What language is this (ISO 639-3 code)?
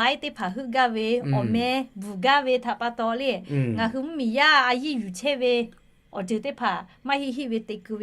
lhu